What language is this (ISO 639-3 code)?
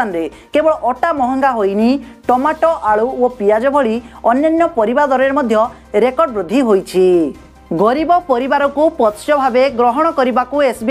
ori